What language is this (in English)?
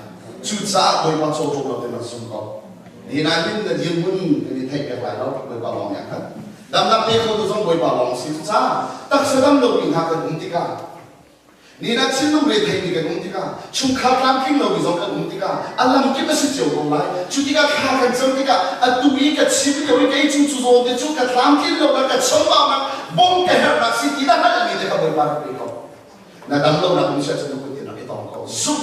Hakha Chin